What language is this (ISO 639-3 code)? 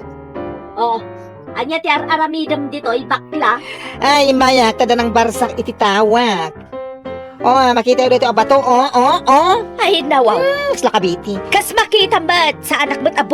ilo